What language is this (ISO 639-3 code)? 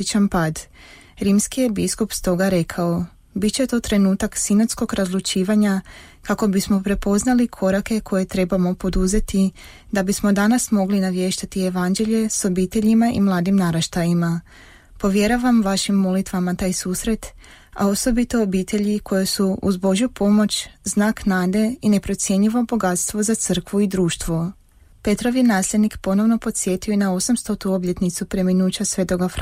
hrv